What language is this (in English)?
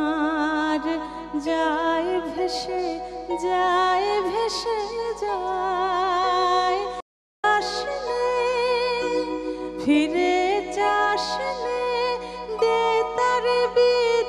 Bangla